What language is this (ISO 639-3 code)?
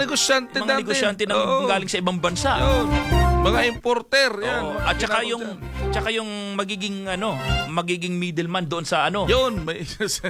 fil